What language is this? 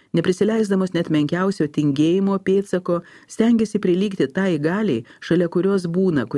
Lithuanian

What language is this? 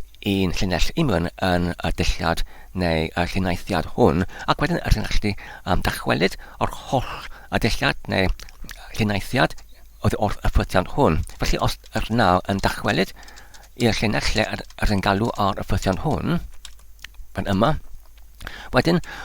Welsh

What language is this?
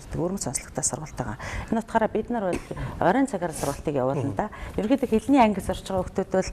Mongolian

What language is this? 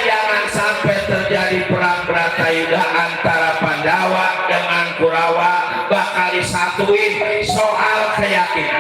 Betawi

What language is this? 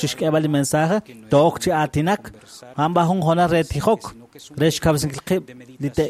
Kekchí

